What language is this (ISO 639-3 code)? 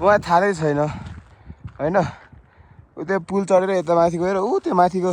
nep